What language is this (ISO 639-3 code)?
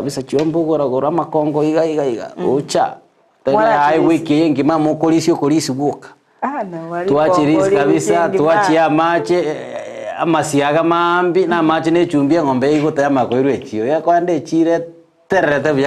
guz